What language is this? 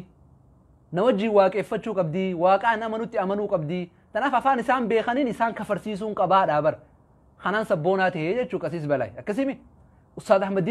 Oromo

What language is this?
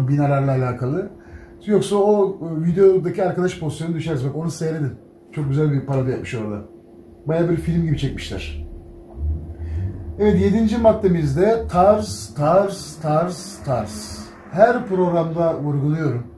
Turkish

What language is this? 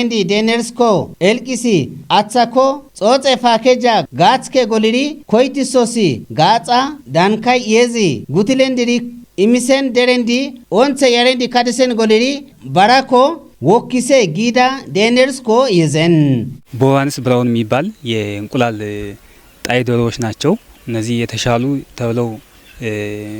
Kafa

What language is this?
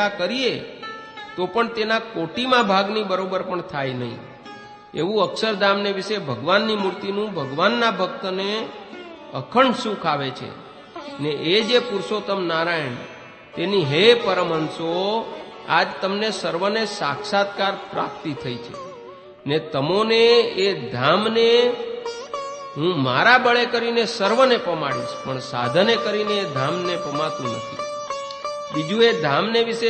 Gujarati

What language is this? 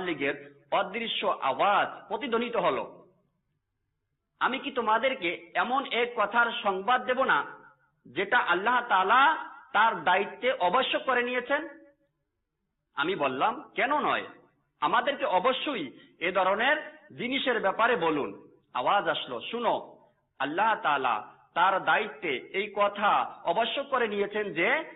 Bangla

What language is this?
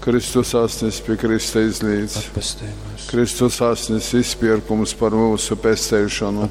Latgalian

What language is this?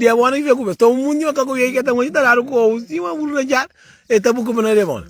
Kabuverdianu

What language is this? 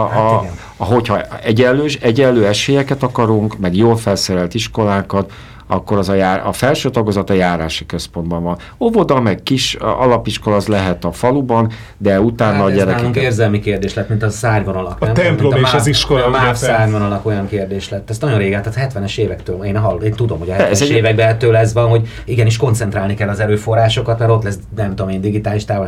Hungarian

